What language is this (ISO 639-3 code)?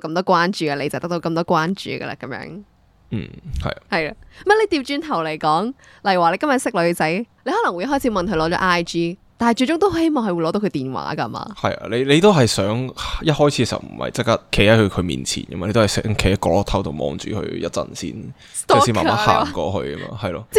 yue